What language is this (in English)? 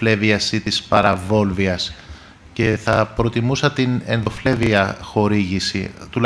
Greek